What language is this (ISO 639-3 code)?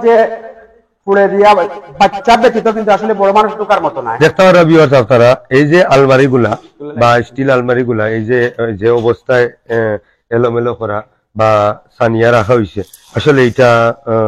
syl